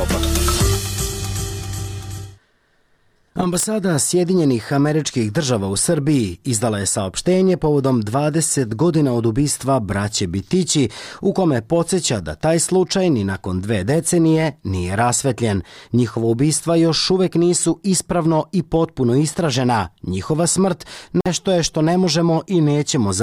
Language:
Serbian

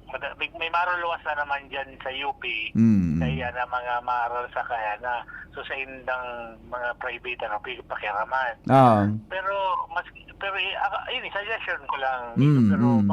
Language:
Bikol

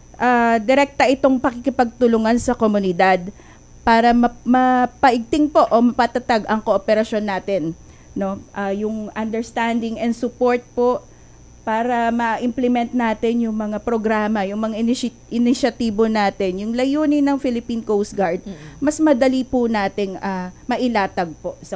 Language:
Filipino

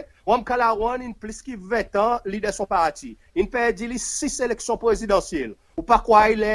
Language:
Seselwa Creole French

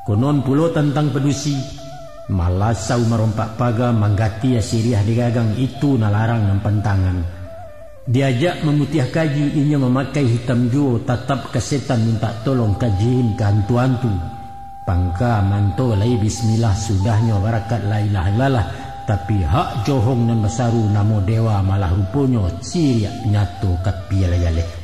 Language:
Minangkabau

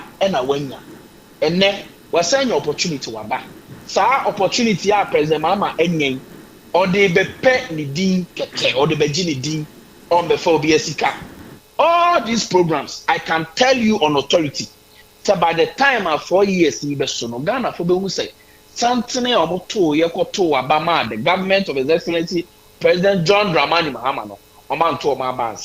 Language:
Akan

